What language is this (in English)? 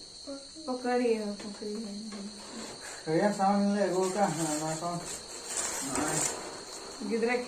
Santali